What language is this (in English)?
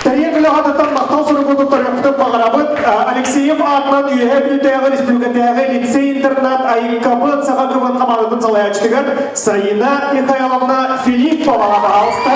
Yakut